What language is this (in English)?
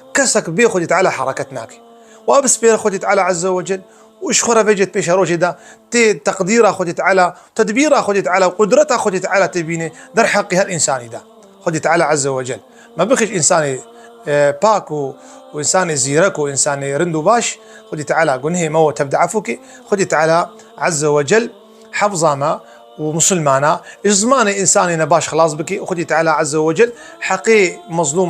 Kurdish